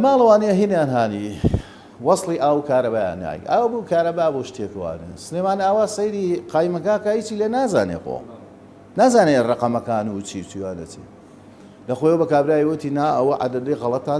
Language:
Central Kurdish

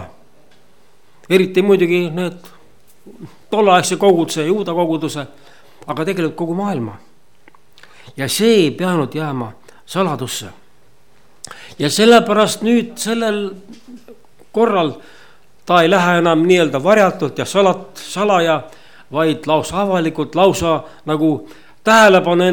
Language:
Estonian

